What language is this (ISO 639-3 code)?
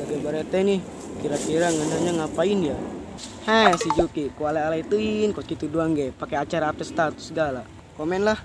sun